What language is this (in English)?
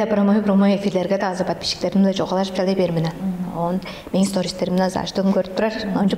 Tuvinian